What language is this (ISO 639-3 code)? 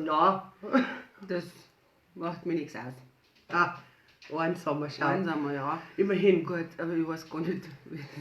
bar